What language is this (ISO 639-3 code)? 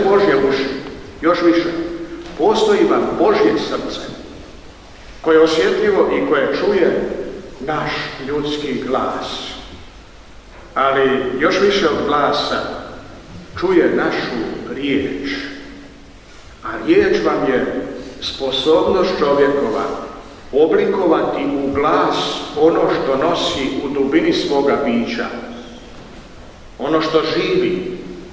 hrv